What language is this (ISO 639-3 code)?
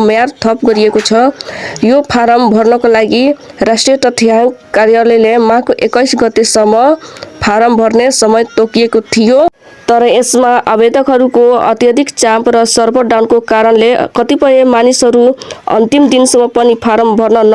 nep